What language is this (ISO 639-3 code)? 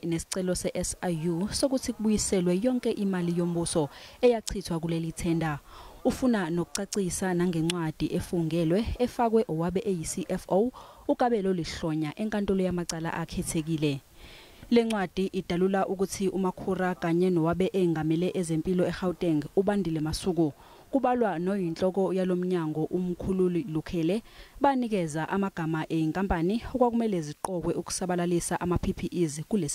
zul